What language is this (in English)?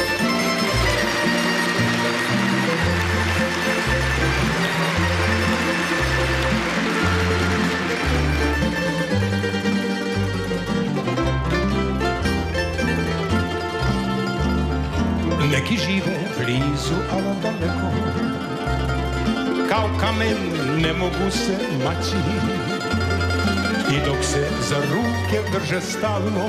Serbian